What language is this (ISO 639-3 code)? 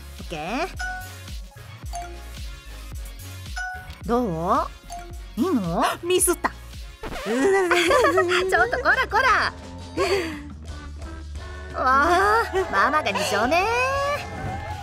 jpn